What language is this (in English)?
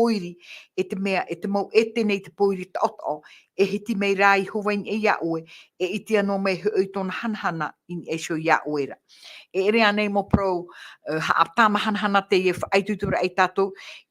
Tahitian